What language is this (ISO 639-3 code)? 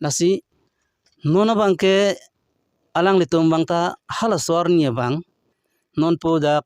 mjw